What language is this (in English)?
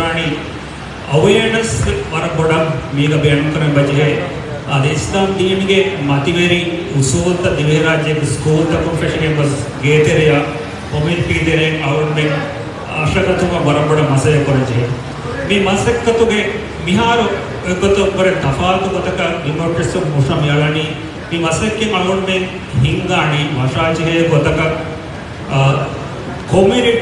Divehi